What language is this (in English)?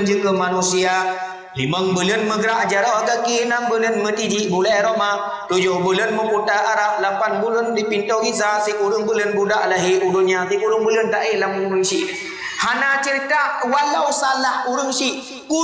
Achinese